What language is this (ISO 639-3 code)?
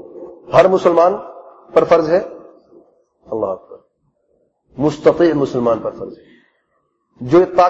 urd